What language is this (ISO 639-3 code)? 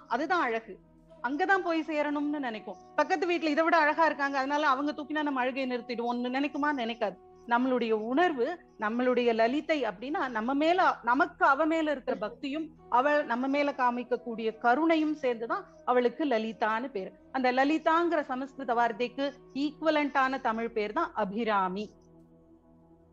tam